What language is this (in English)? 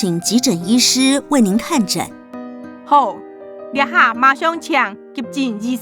Hakka Chinese